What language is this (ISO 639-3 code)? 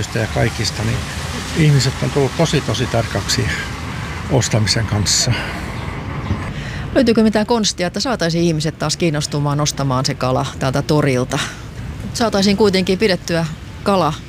fin